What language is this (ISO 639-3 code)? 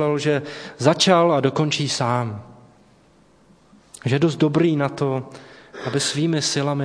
ces